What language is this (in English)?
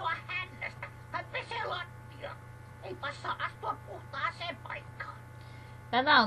Finnish